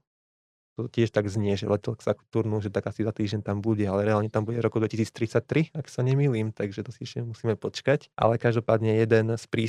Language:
Slovak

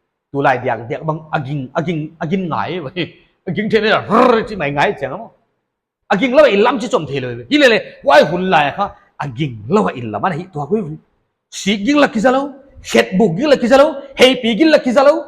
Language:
Paite Chin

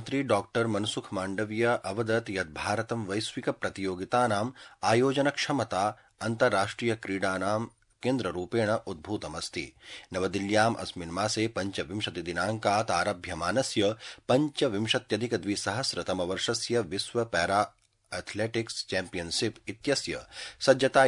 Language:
Sanskrit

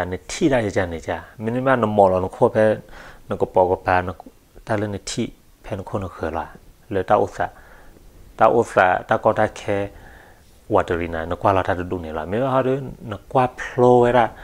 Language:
S'gaw Karen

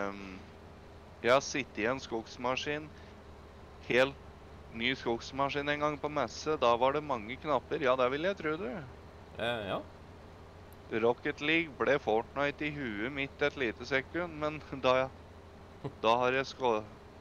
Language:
Norwegian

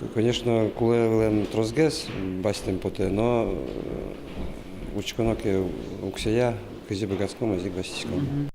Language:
Udmurt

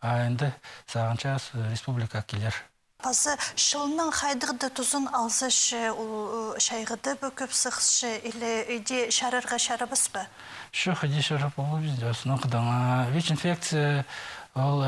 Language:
Khakas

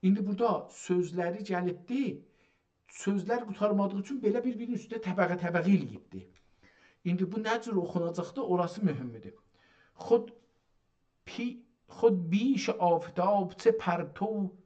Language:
South Azerbaijani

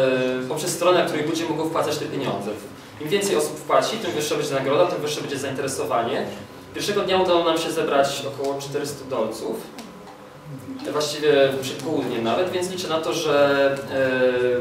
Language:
Polish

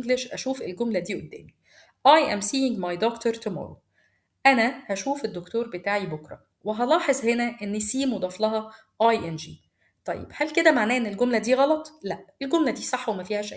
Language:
Egyptian Arabic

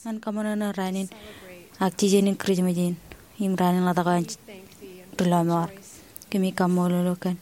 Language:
Marshallese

